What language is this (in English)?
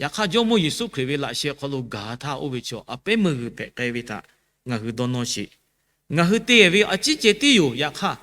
Lahu